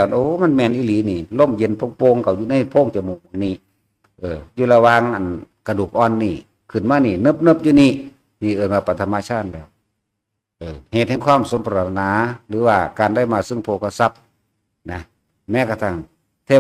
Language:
Northeastern Thai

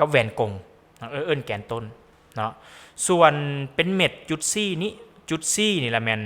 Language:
Lao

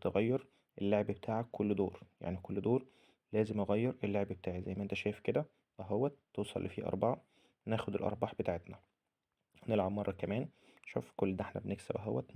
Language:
Egyptian Arabic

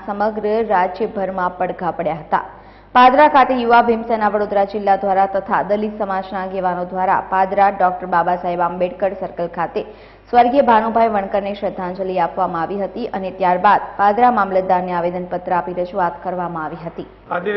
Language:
Gujarati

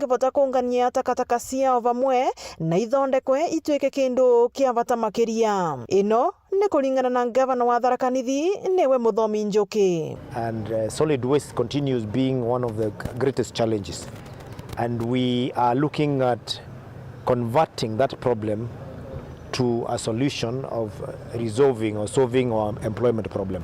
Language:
Meru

